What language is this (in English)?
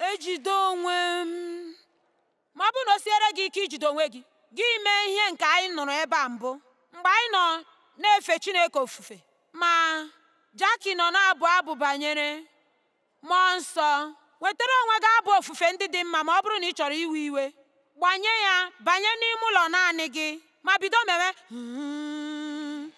Igbo